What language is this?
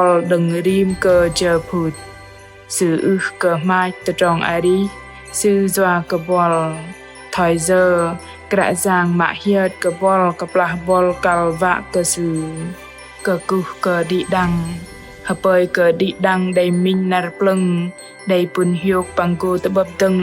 Bahnar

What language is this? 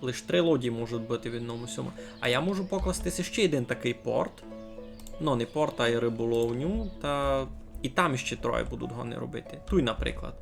Rusyn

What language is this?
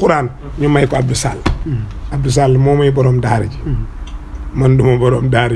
Wolof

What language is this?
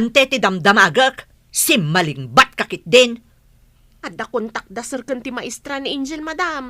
Iloko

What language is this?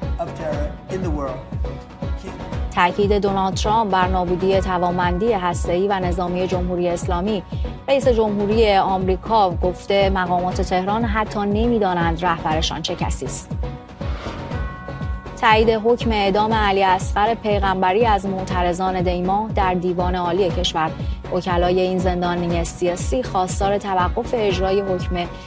Persian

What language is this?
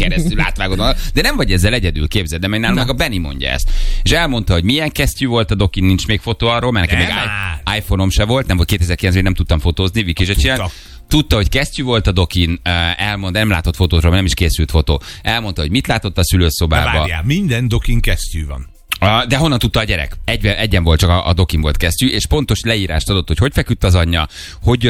Hungarian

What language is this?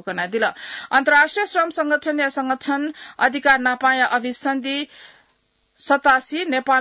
Newari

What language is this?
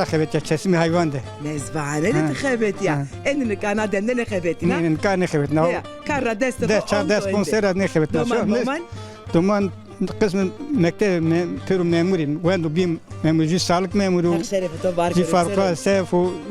Zaza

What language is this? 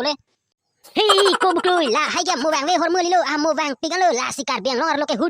Karbi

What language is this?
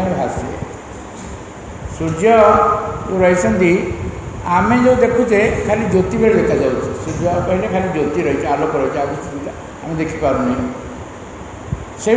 Odia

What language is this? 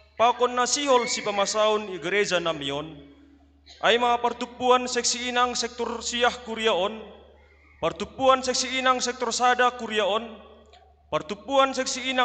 Batak Simalungun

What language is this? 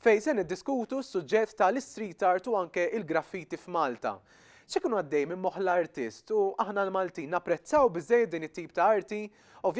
Maltese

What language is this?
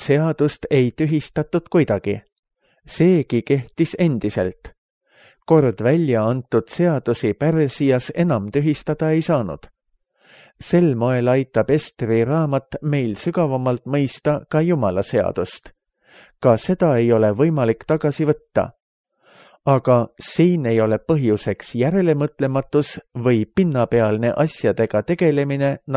Estonian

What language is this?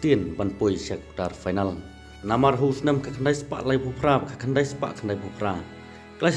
Khasi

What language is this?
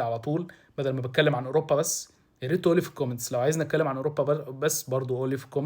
Egyptian Arabic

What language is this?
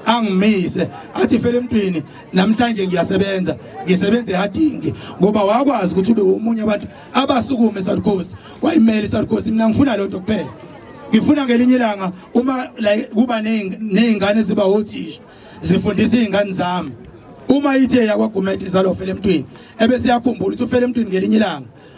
Zulu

